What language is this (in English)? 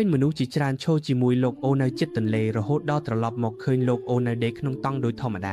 Khmer